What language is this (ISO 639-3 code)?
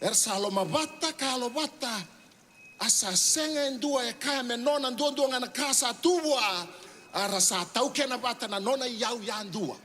fij